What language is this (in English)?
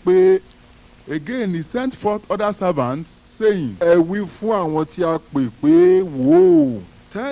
Yoruba